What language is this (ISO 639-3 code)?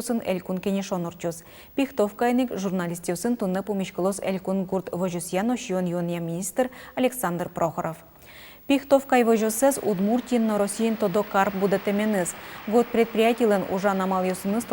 udm